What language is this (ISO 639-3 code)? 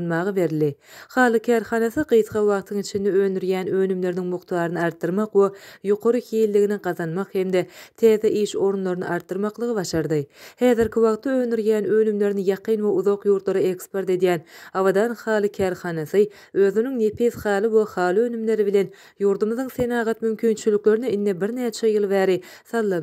tuk